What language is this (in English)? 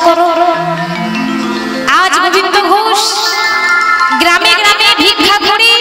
Bangla